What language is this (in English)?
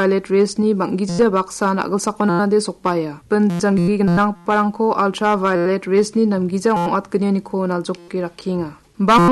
Garo